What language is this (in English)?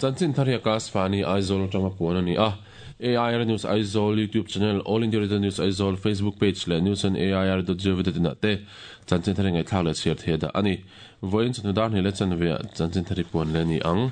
Mizo